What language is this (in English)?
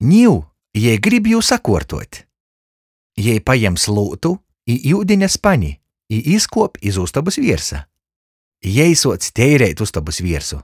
Latgalian